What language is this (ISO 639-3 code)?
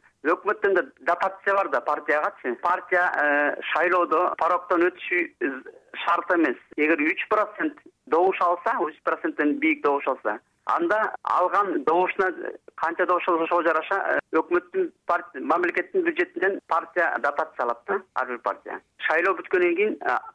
kir